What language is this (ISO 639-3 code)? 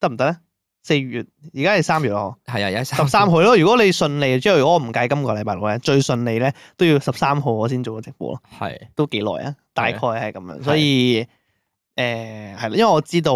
yue